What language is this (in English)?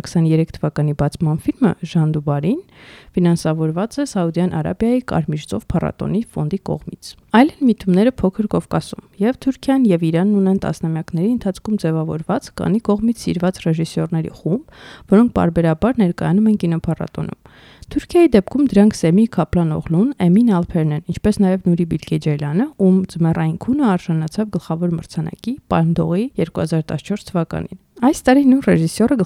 Armenian